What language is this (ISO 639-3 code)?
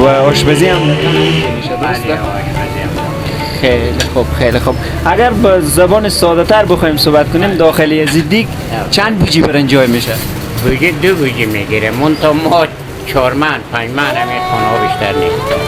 fas